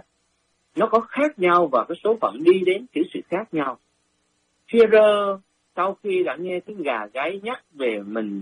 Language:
Vietnamese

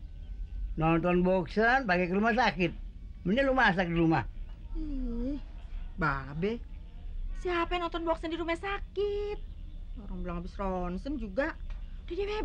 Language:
Betawi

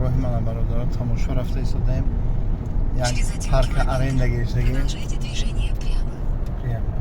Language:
Tajik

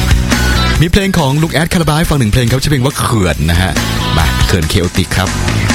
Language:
Thai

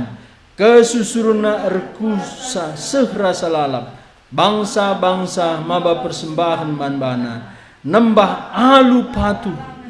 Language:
Batak Karo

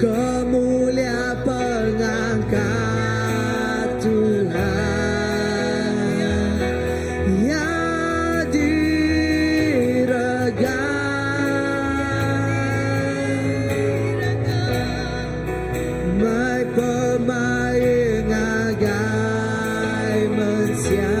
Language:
Iban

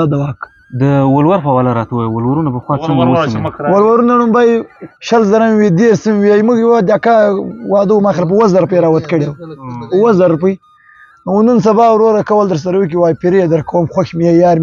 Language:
Pashto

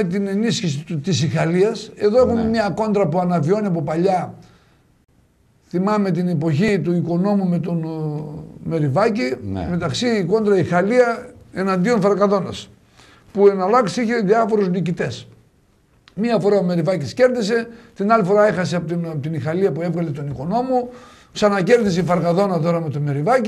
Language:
Greek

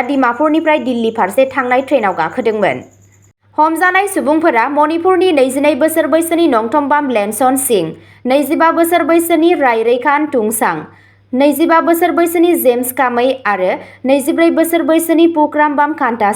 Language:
Bodo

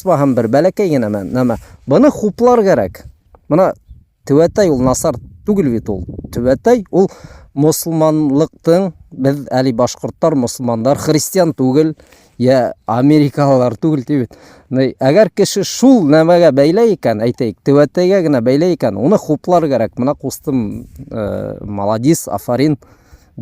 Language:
Bashkir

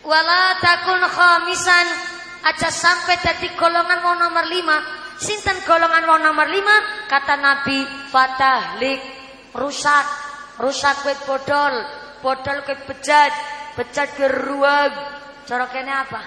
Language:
Javanese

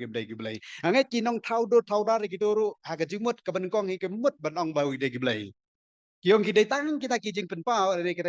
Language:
Khasi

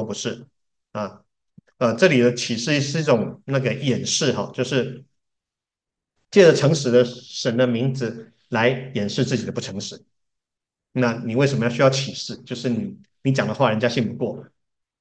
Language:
Chinese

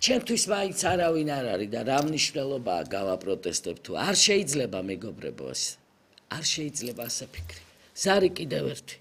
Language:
Georgian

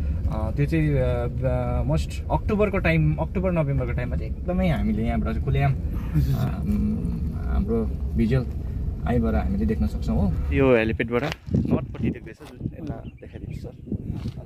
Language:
Nepali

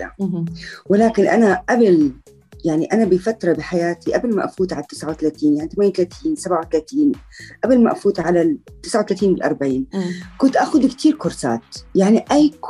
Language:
North Levantine Arabic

